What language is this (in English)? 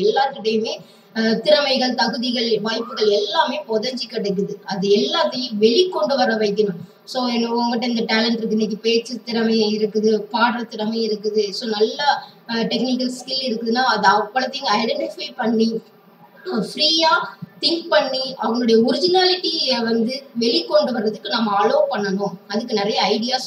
Tamil